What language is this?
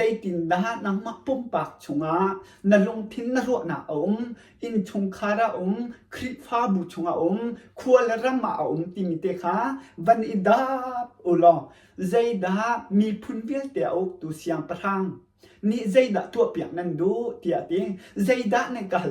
Hakha Chin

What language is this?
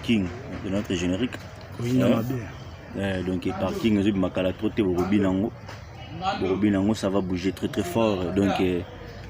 Lingala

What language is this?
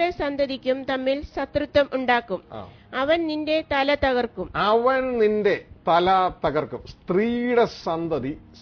Malayalam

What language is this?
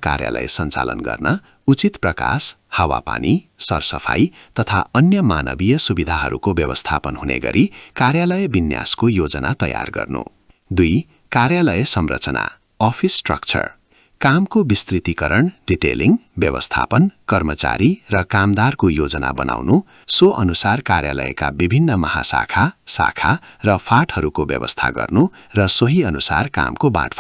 Nepali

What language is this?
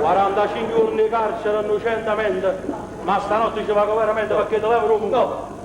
Neapolitan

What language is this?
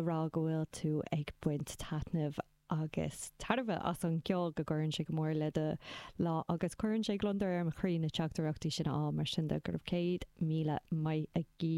Irish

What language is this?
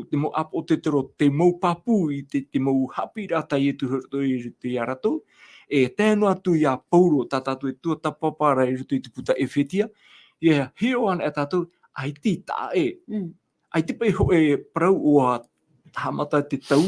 Tahitian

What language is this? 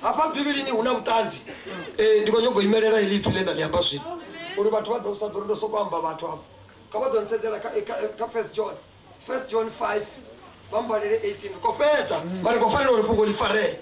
Venda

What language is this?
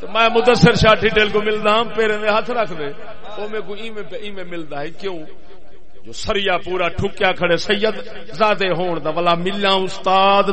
Saraiki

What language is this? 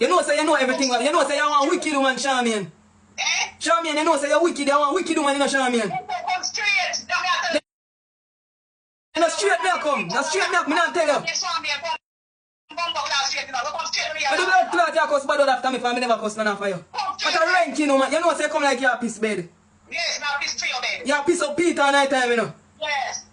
Jamaican Creole English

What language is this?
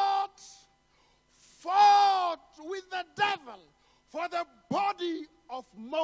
Tswana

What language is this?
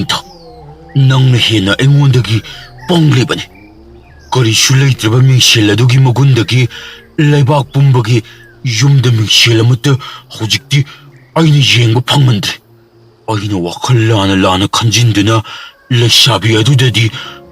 Manipuri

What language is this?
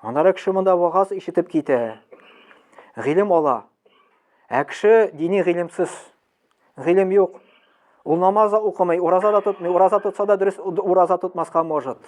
Tatar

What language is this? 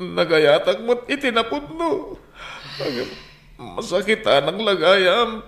Iloko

